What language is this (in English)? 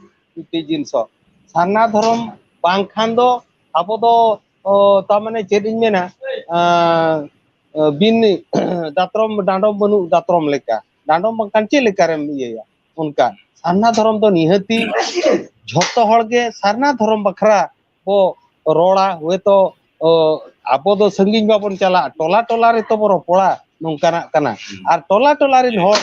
Santali